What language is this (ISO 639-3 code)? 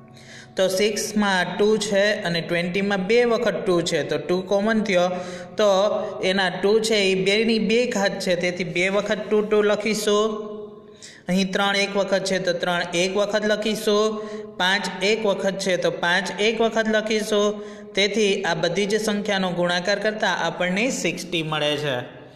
guj